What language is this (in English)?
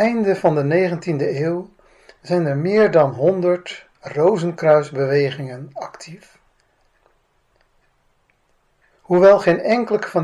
Dutch